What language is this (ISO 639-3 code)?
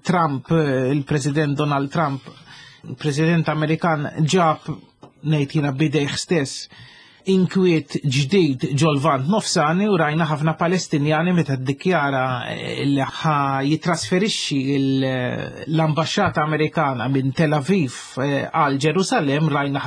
mlt